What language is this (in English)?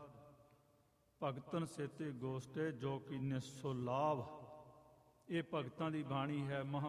Punjabi